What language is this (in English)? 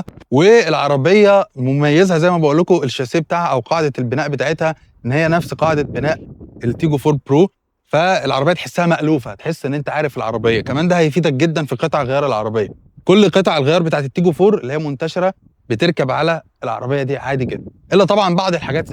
Egyptian Arabic